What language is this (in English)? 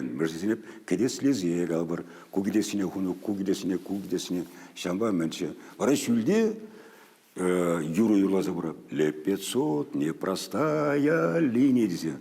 Chuvash